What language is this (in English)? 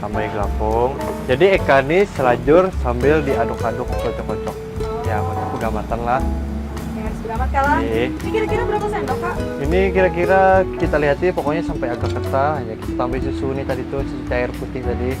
Banjar